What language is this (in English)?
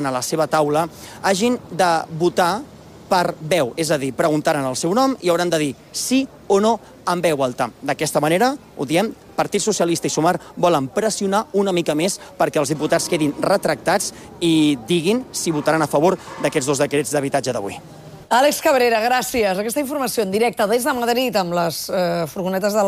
Catalan